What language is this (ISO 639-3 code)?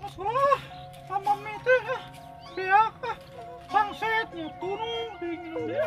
sun